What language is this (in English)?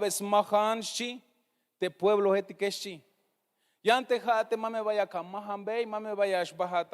Tzeltal